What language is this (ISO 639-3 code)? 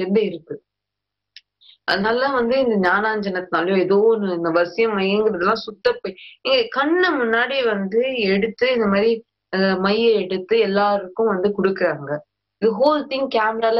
tam